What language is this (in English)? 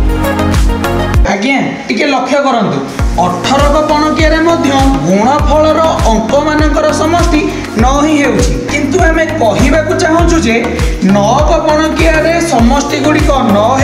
Odia